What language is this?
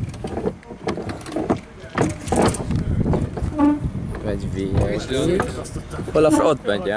Hungarian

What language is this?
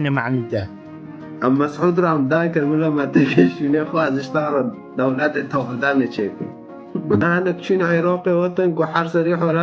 Kurdish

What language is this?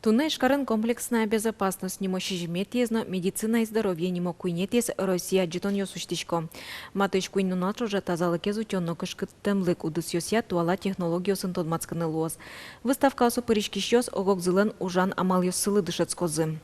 Udmurt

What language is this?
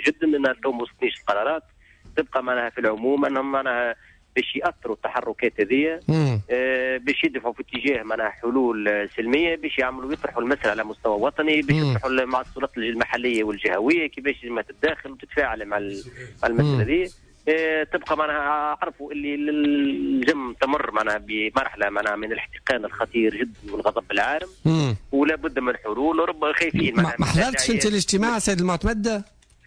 Tunisian Arabic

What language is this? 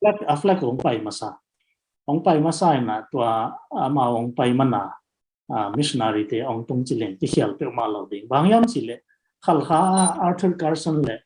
Tedim Chin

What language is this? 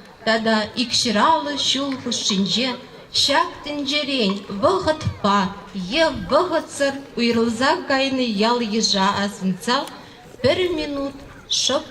Chuvash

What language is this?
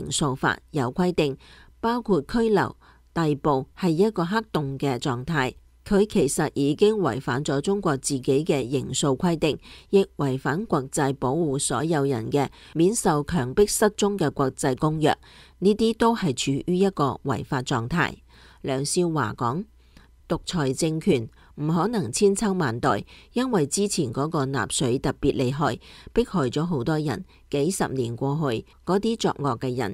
Cantonese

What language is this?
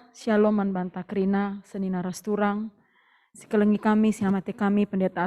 Batak Karo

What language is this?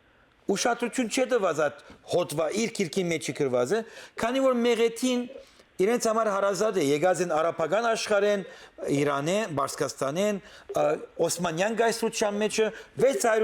Western Armenian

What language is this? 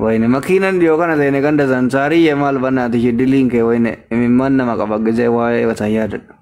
Oromo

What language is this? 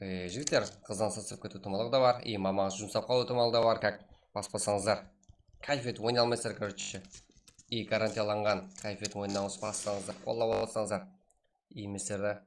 Kara-Kalpak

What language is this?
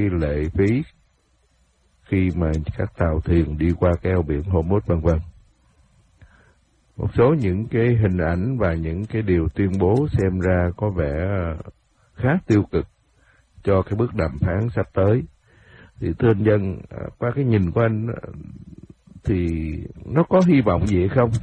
Vietnamese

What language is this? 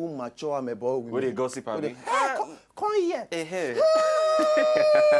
Nigerian Pidgin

